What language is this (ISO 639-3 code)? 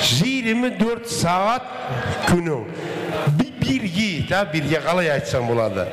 kaa